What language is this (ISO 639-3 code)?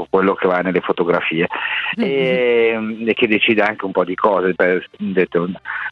ita